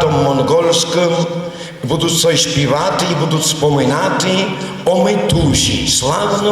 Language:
Rusyn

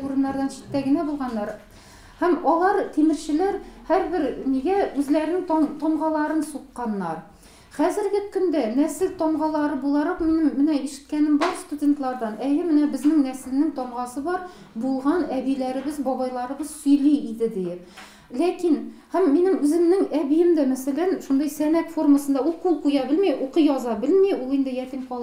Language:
Tatar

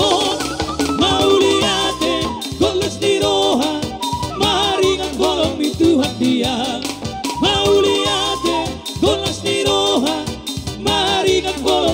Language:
Batak Toba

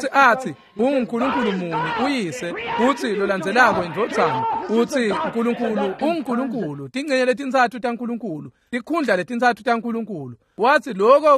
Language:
Swati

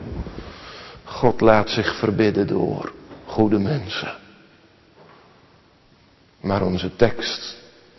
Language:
Dutch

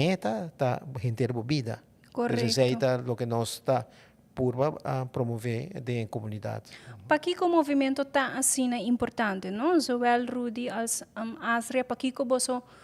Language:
Papiamento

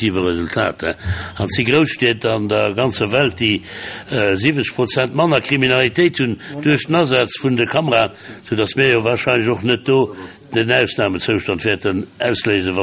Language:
Luxembourgish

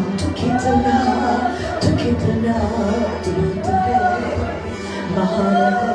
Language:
Konkani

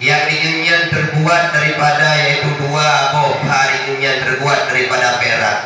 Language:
Achinese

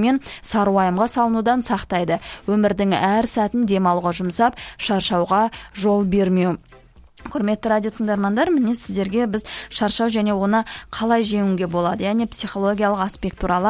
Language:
Kazakh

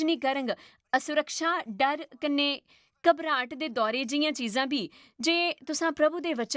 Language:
Dogri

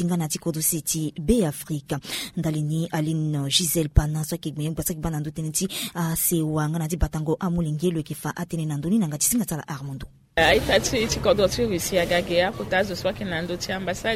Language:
Sango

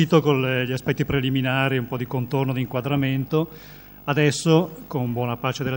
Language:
Italian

